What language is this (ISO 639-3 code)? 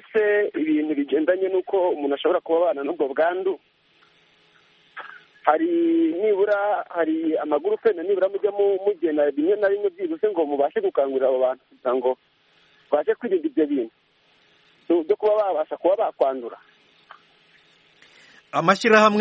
kin